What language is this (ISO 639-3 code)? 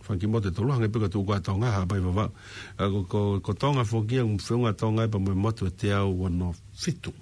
ton